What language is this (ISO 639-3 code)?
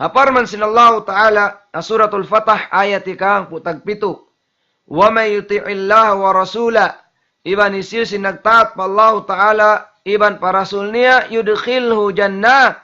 tsg